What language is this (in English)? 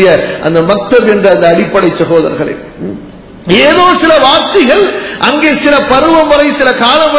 Tamil